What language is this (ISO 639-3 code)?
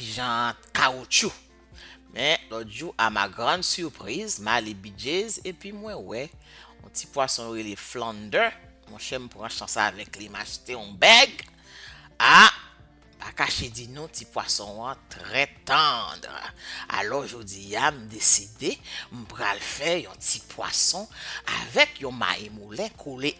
hat